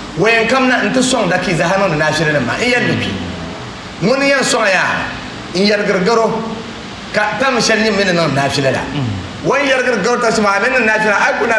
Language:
Dagbani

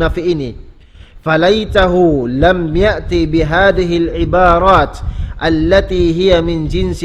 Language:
Tausug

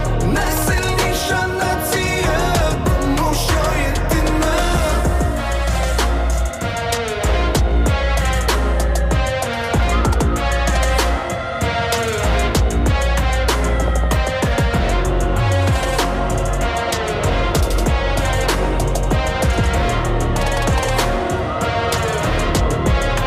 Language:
Ukrainian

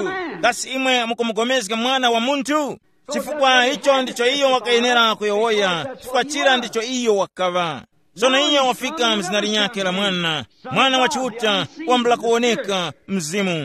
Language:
Tumbuka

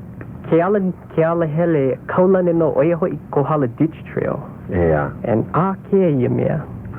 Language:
Hawaiian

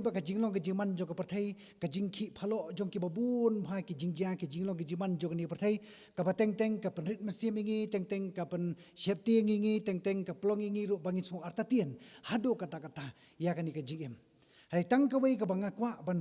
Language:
Khasi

